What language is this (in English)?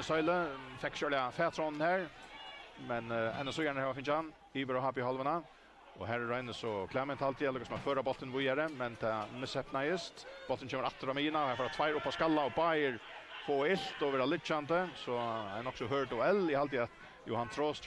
Faroese